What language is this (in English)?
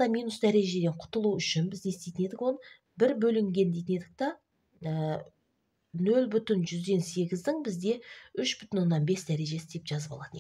Kazakh